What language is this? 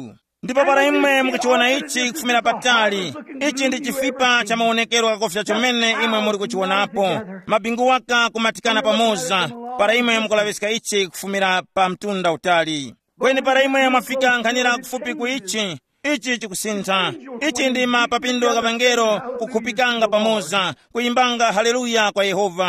Tumbuka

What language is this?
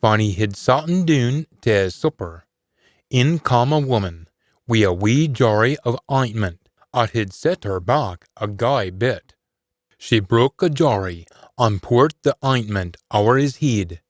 Scots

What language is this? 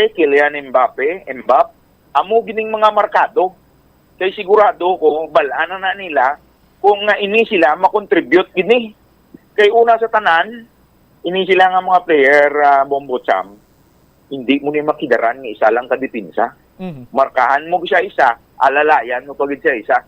Hiligaynon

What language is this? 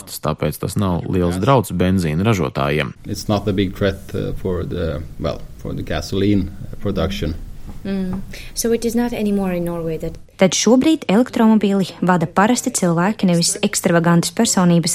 Latvian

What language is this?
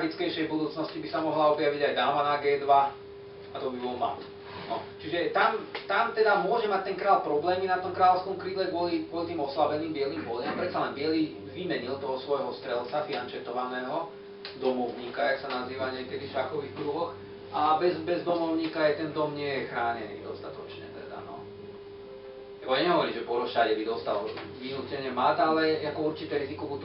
Slovak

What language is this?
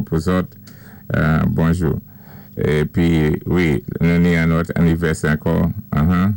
Saint Lucian Creole French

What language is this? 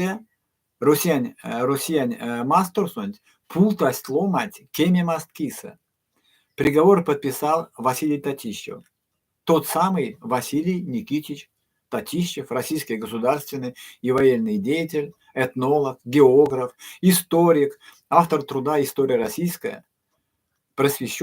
Erzya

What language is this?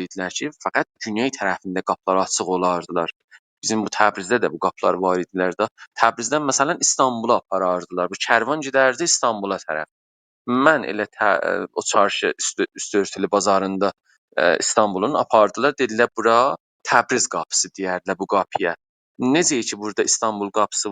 South Azerbaijani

